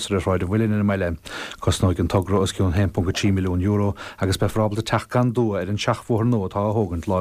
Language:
Irish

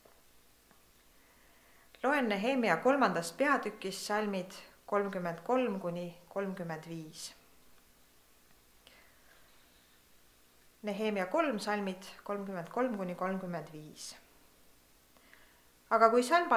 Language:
Estonian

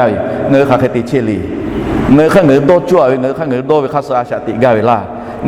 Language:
Lahu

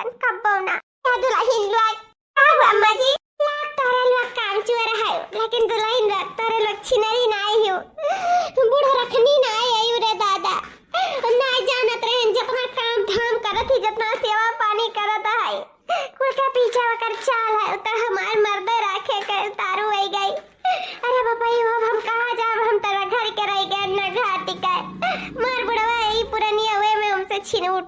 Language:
Awadhi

